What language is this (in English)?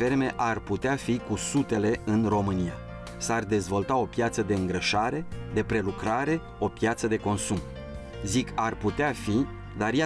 Romanian